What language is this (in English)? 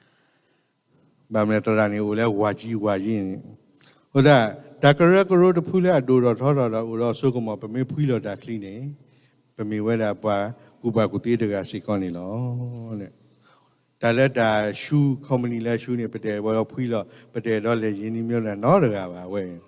S'gaw Karen